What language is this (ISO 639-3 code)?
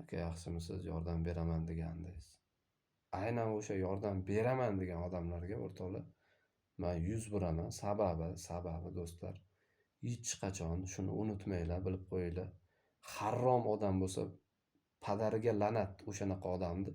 uzb